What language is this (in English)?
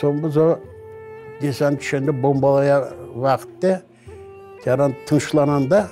Crimean Tatar